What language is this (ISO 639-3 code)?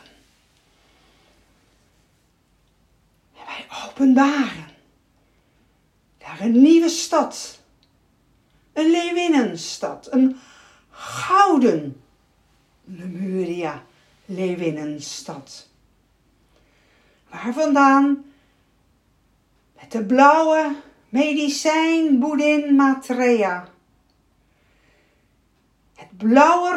nld